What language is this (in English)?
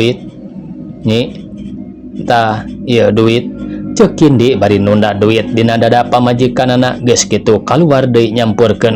Sundanese